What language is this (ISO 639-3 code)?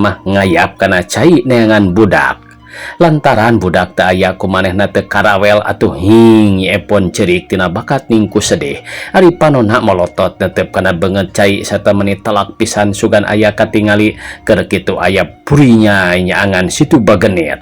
sun